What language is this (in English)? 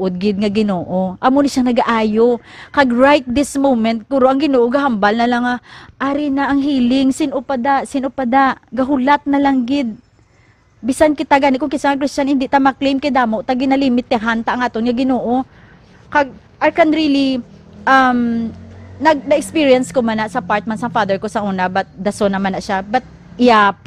Hiligaynon